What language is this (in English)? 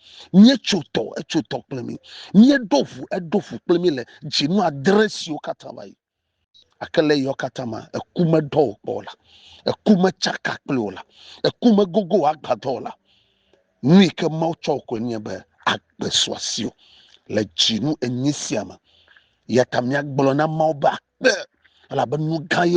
Ewe